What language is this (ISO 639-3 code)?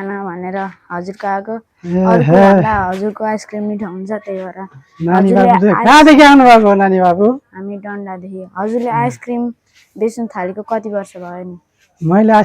nep